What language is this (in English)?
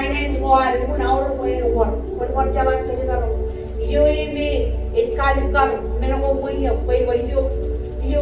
Marshallese